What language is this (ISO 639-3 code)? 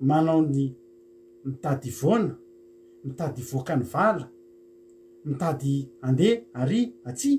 mlg